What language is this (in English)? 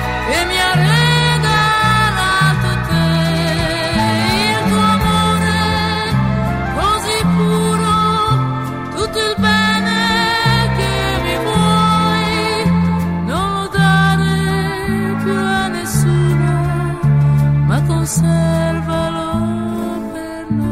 Italian